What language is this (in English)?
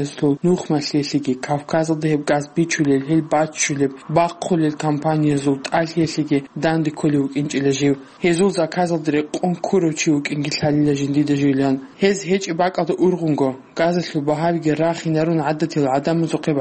Avaric